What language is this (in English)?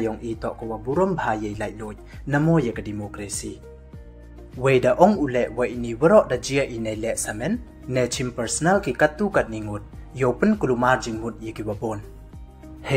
Pnar